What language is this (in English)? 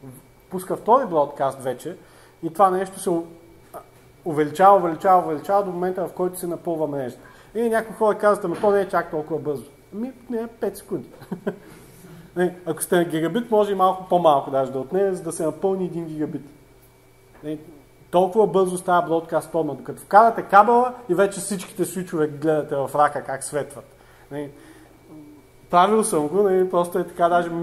Bulgarian